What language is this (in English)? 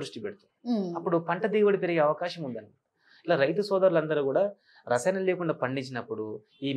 Telugu